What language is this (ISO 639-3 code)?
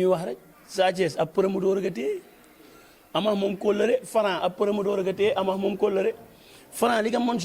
wol